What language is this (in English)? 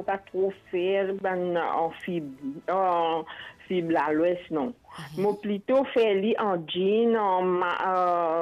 Morisyen